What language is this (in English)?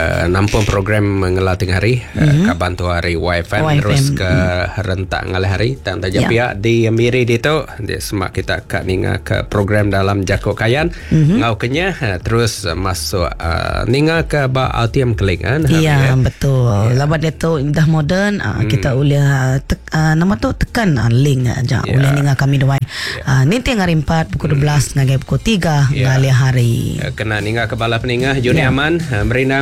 Iban